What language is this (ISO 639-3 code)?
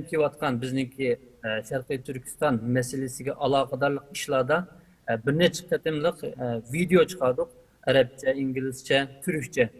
uig